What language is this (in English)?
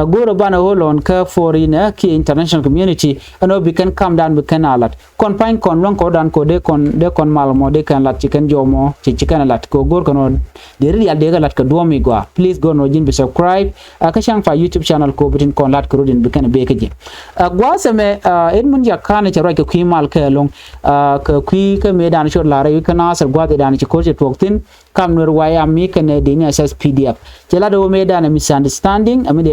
Nuer